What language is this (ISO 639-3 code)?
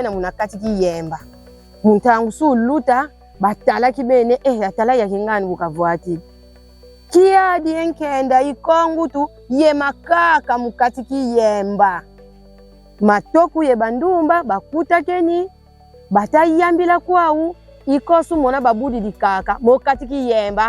kon